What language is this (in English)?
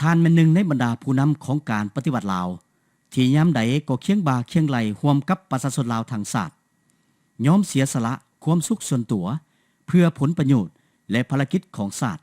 Lao